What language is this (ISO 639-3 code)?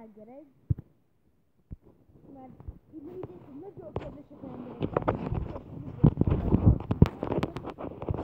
hun